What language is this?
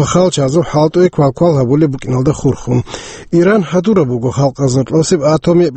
Avaric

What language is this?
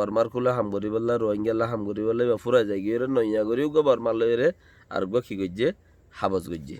Rohingya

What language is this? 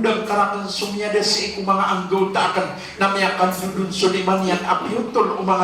Maranao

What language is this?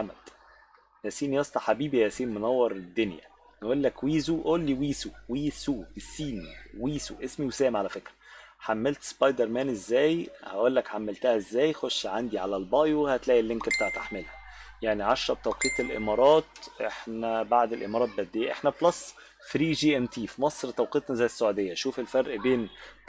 Egyptian Arabic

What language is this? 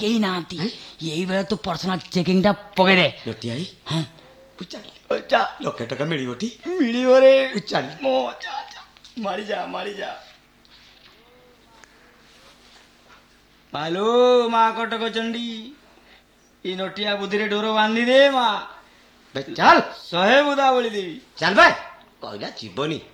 Odia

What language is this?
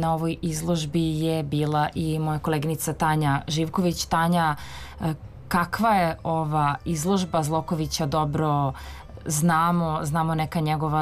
Serbian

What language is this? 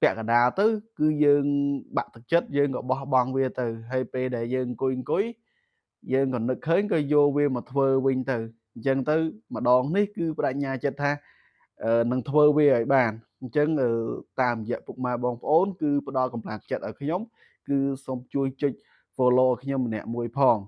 Khmer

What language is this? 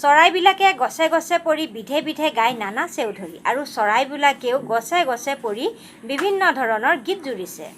Assamese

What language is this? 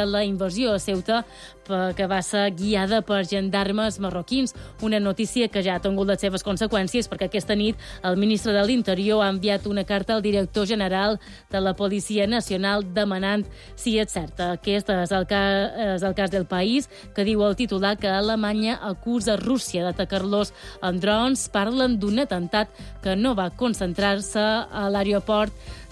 Catalan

